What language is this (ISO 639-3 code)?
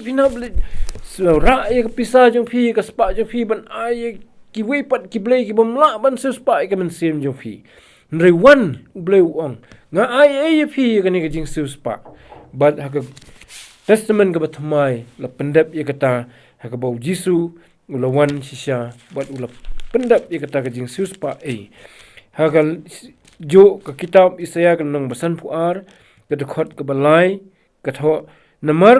kha